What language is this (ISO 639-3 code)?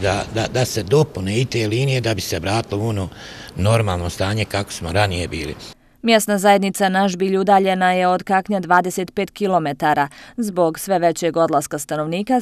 bos